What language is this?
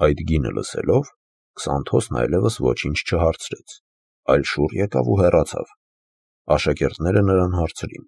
Armenian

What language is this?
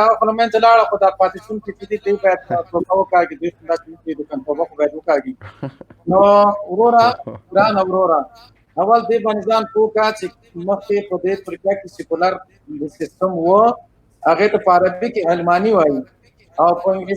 Pashto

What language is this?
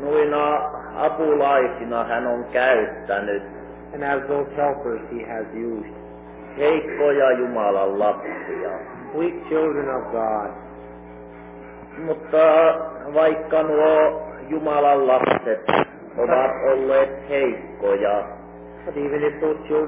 Finnish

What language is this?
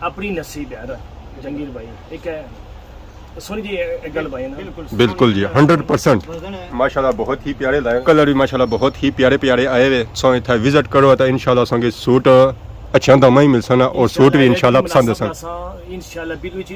Pahari-Potwari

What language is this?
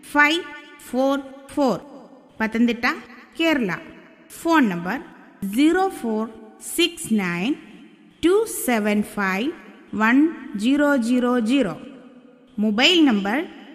Malayalam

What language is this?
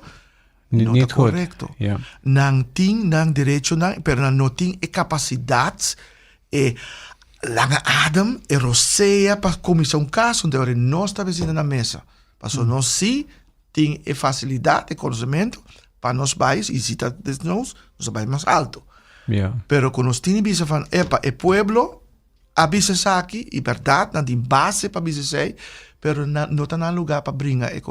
Papiamento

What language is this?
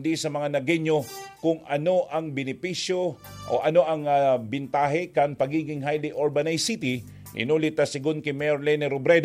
Bikol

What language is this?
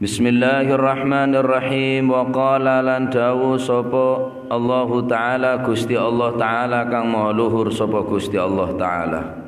Madurese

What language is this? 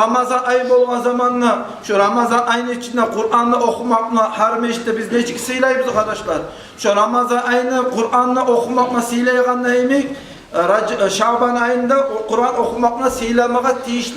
Kumyk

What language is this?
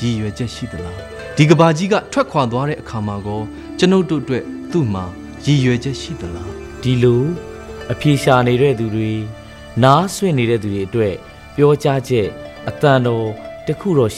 Burmese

